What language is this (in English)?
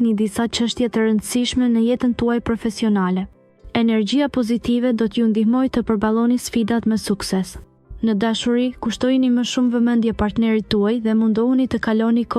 Albanian